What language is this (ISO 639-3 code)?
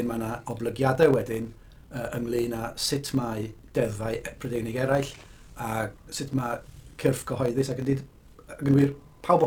cym